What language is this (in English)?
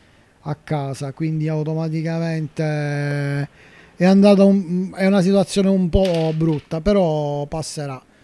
Italian